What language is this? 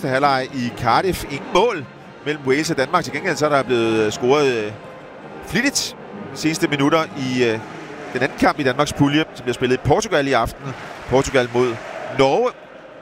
Danish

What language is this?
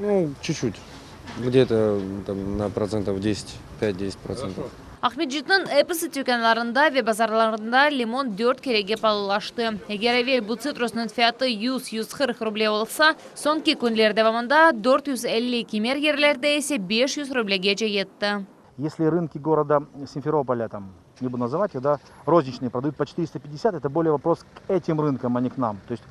Crimean Tatar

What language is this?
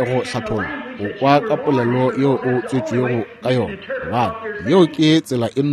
Northern Sotho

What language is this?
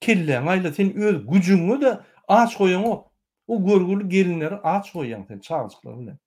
Turkmen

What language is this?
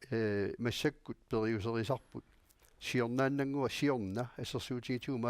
Kalaallisut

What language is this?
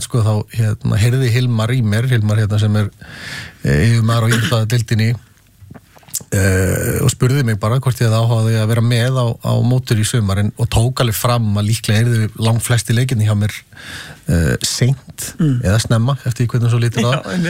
Icelandic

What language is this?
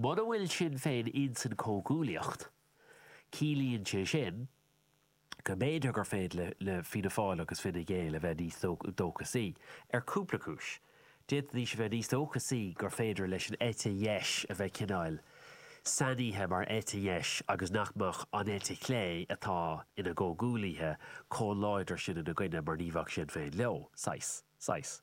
Irish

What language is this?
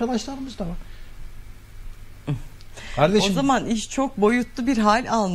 Turkish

